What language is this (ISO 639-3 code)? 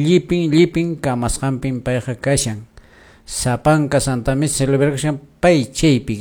que